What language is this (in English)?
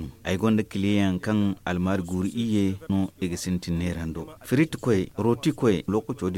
Zarma